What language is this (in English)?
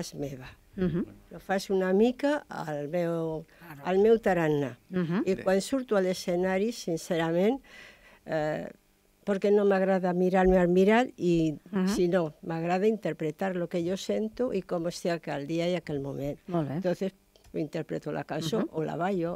Catalan